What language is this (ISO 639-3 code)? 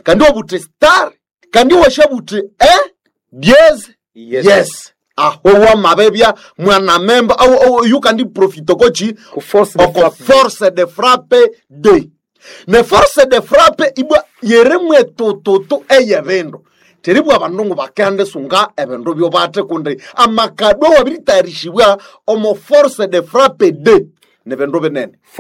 nnb